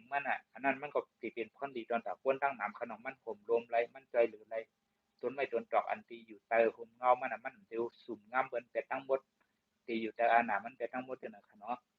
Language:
Shan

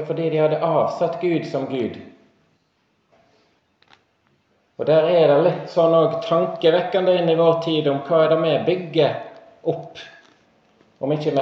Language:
Norwegian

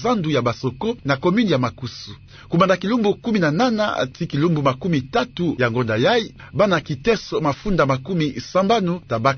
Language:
Kituba (Democratic Republic of Congo)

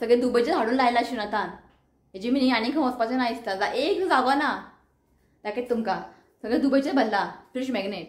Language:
Konkani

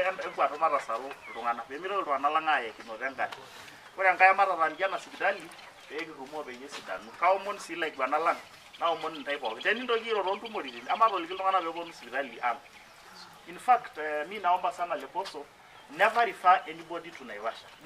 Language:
Masai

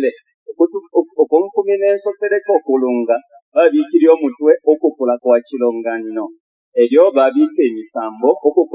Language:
Bemba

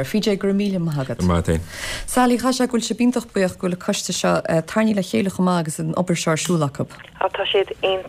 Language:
Irish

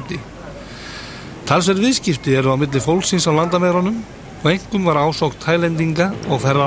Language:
Icelandic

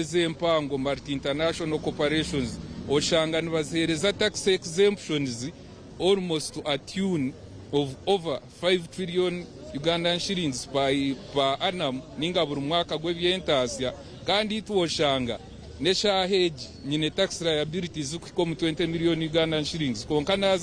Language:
Nyankole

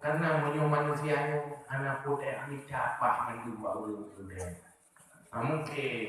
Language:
Achinese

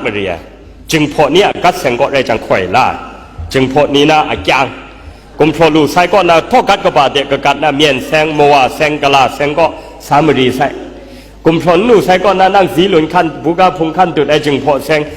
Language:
Kachin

